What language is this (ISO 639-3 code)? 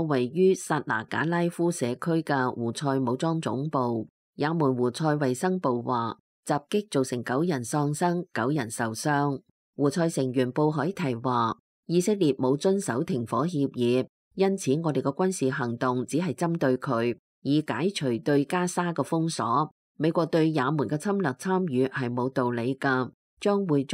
yue